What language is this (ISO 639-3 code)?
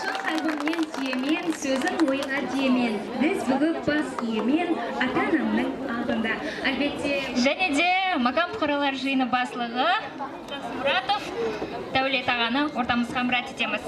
kaa